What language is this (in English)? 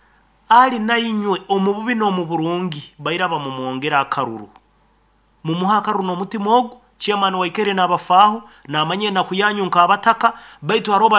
Nyoro